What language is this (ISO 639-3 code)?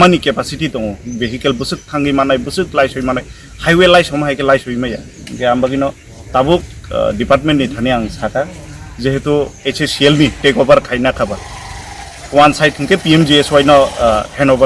trp